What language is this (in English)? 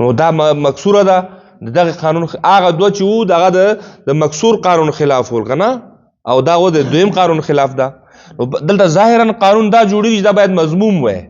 Pashto